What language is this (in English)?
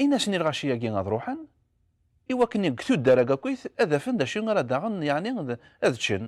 Kabyle